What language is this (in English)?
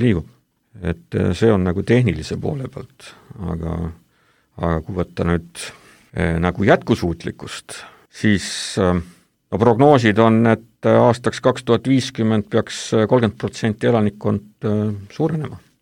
Estonian